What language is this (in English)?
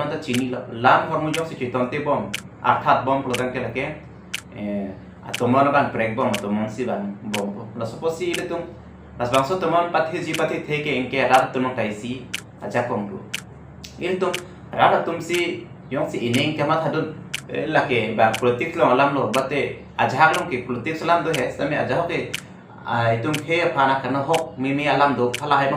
Karbi